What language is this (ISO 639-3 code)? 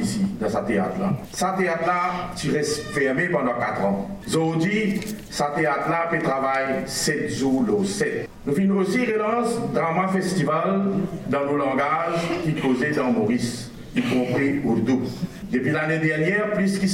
mfe